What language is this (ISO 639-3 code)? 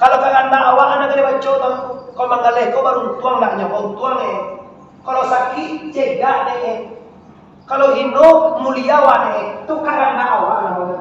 min